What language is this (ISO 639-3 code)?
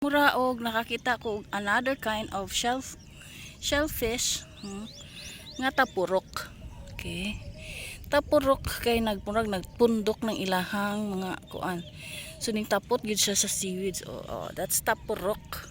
ceb